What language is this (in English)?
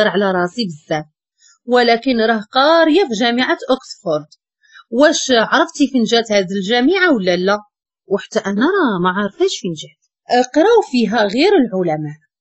Moroccan Arabic